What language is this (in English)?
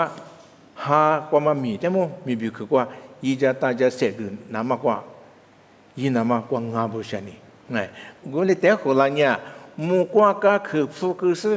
Lisu